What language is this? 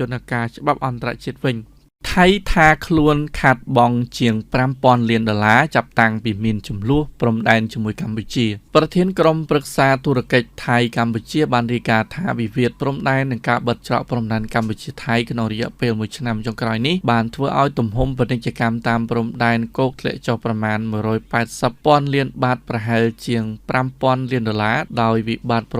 Khmer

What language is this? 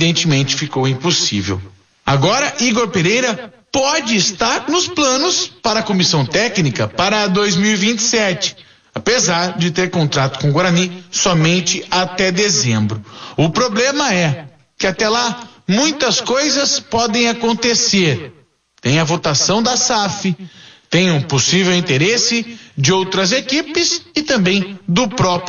Portuguese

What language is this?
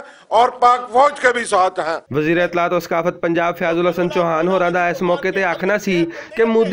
Western Panjabi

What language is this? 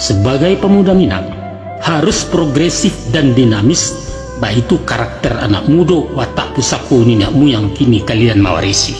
Minangkabau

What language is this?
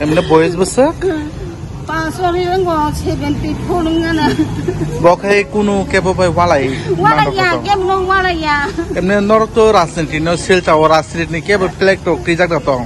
Kok Borok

